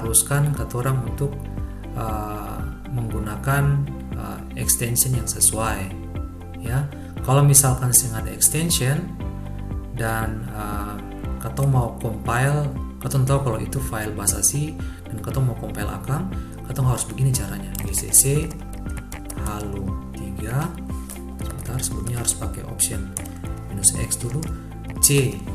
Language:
Ambonese Malay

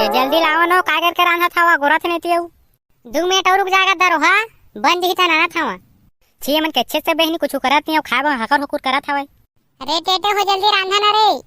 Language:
Chhattisgarhi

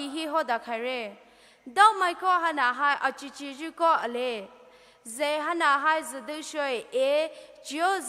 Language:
Poumei Naga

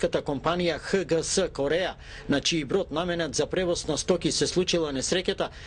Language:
Macedonian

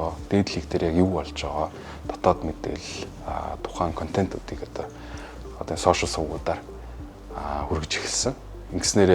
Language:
Mongolian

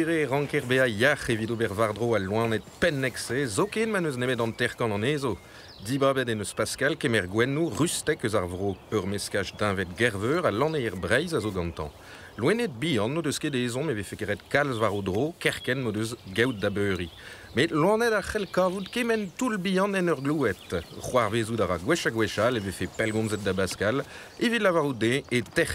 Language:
Breton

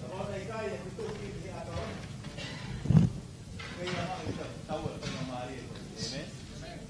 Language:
Tongan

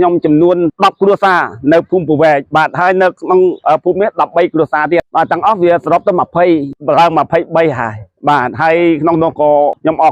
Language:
Khmer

